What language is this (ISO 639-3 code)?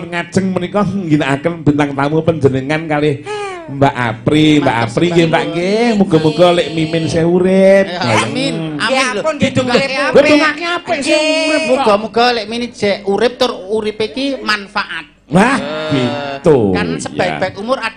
jav